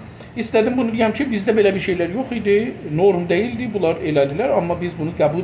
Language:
South Azerbaijani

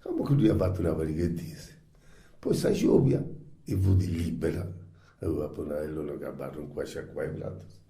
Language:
Sardinian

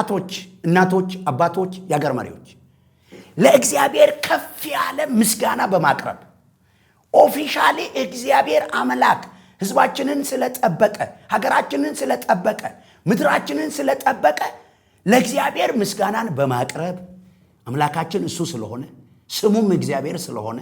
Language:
Amharic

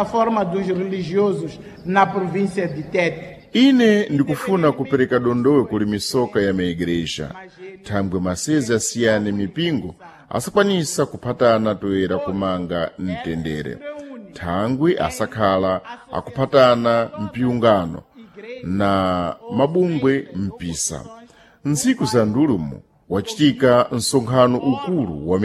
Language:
Sena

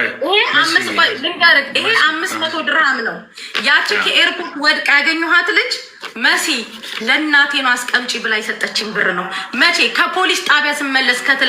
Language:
Amharic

